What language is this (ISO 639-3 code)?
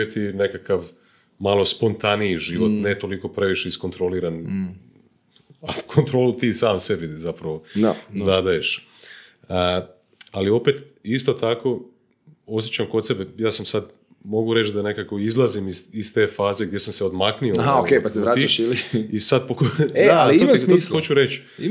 hrv